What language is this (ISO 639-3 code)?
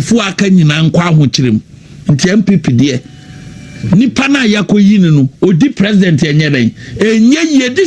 aka